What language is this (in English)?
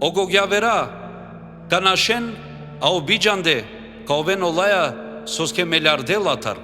Balkan Romani